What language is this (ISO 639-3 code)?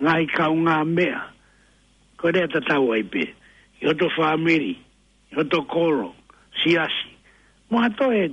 ton